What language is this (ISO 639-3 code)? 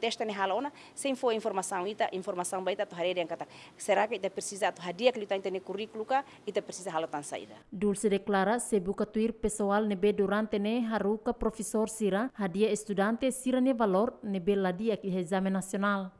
tet